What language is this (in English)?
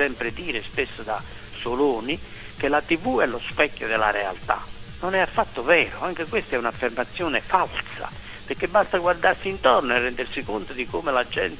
Italian